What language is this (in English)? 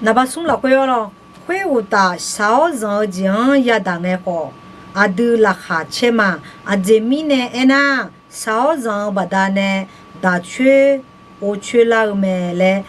Akha